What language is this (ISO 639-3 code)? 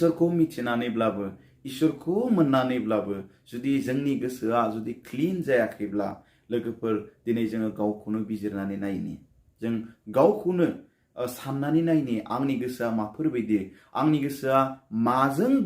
brx